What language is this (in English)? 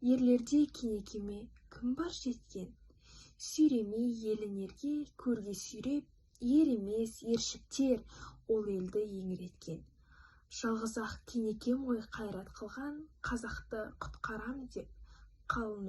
Kazakh